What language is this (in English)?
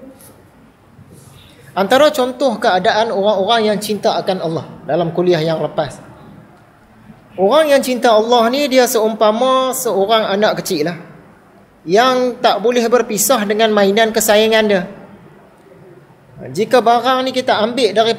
Malay